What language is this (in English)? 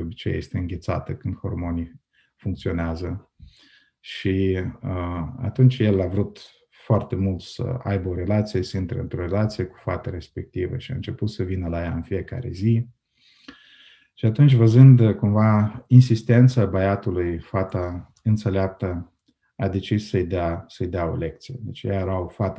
Romanian